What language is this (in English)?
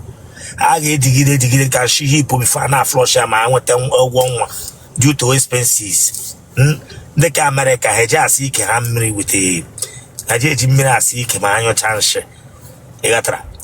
Igbo